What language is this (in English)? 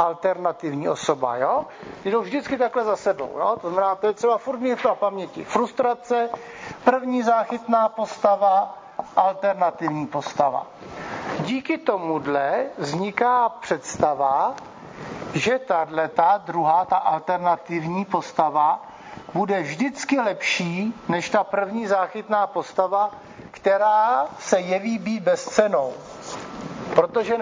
Czech